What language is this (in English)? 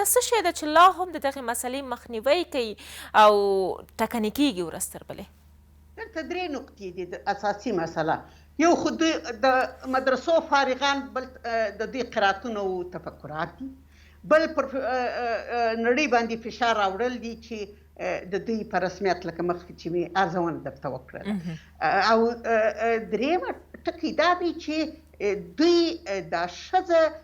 Pashto